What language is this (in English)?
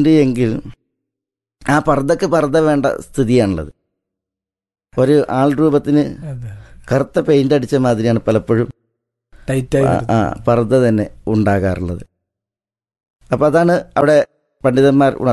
Malayalam